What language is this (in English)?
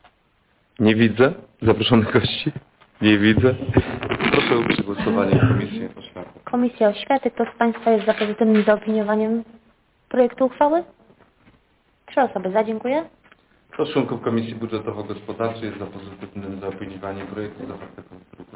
Polish